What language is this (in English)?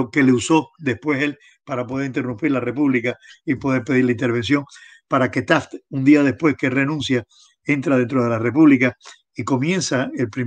Spanish